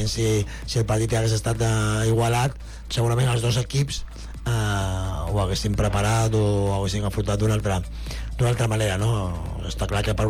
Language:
Catalan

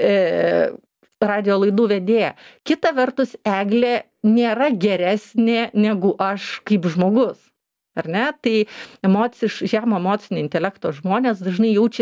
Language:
Lithuanian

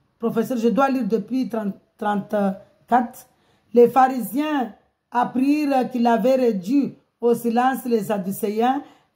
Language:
French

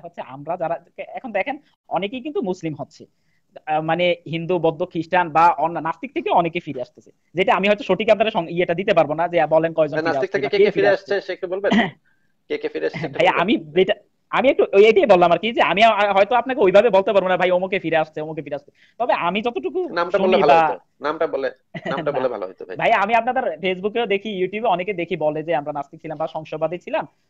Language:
Bangla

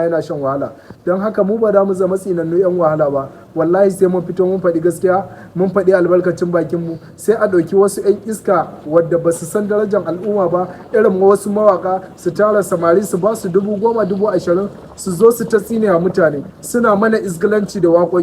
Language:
Hausa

